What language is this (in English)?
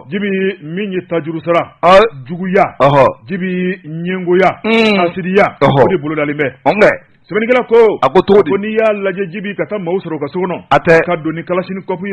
Bambara